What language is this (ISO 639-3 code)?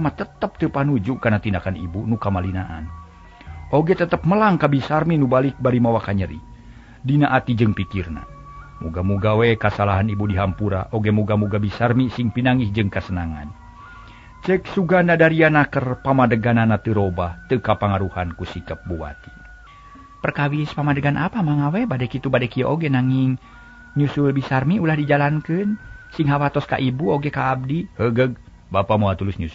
sun